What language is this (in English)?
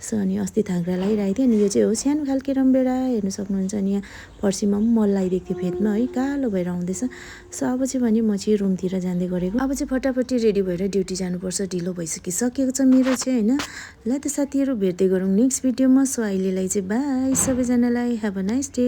Nepali